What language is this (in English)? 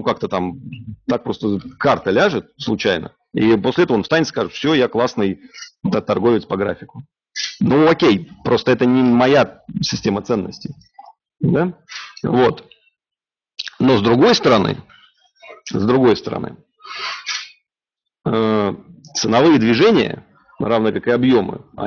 Russian